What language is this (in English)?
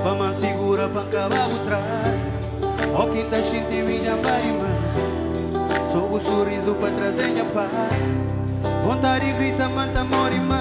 Kabuverdianu